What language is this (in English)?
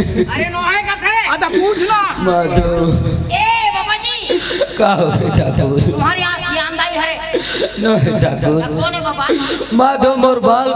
Chhattisgarhi